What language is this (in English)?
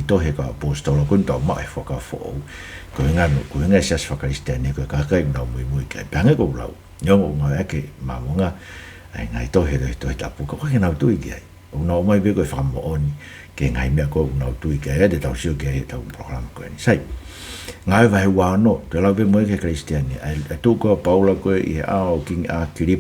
Tongan